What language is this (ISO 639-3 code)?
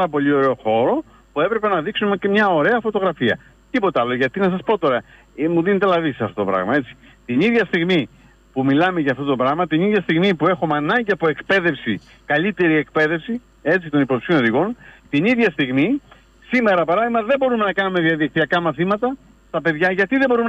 ell